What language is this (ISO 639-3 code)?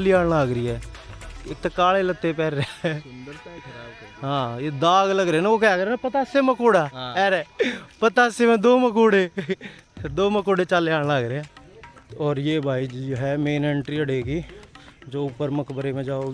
bgc